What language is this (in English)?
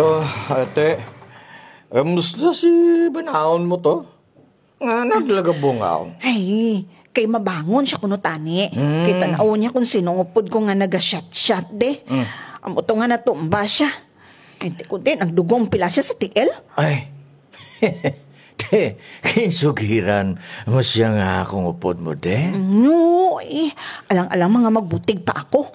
Kinaray-a